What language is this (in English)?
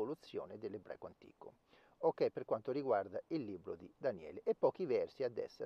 Italian